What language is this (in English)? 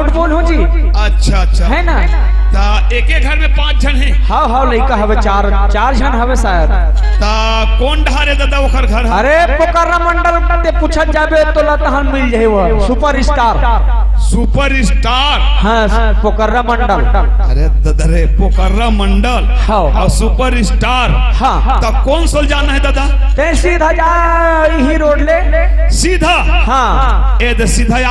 Chhattisgarhi